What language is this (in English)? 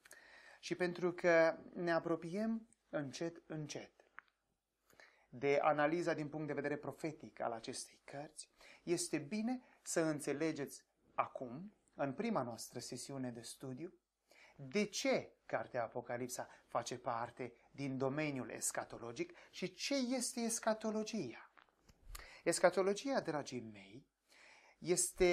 Romanian